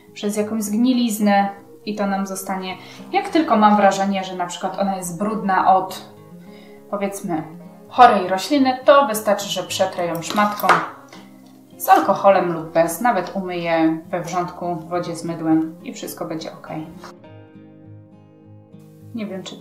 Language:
Polish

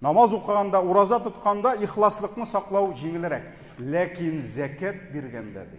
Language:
Tatar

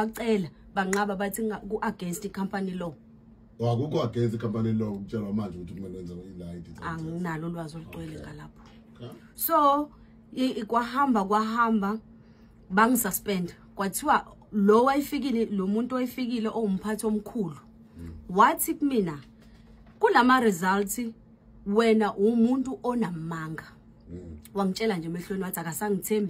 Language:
Zulu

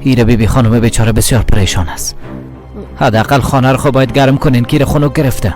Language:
Persian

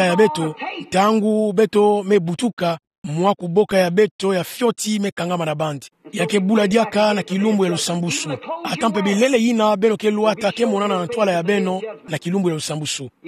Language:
Kituba (Democratic Republic of Congo)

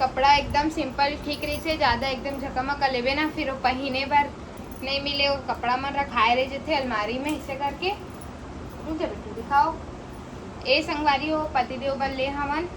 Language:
Chhattisgarhi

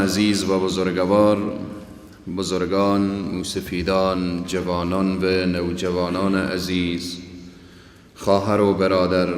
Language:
Persian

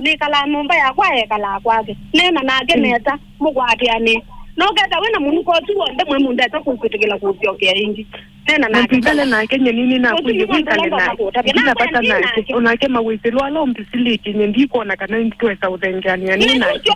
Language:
Kamba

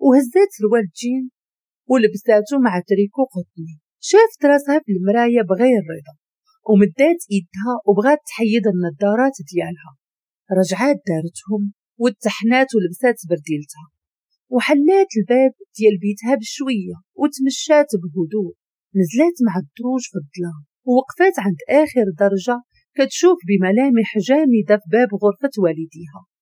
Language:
Moroccan Arabic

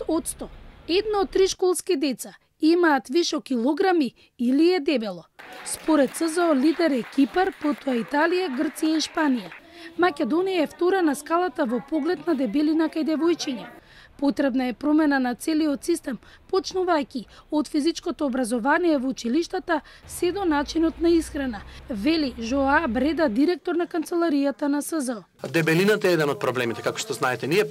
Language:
Macedonian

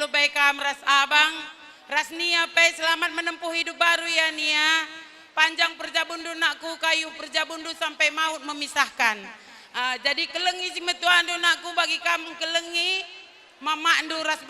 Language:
Batak Karo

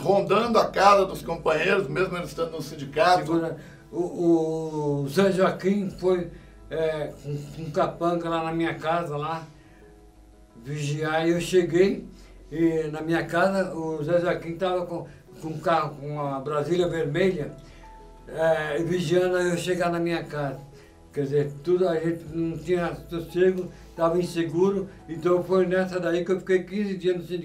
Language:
Portuguese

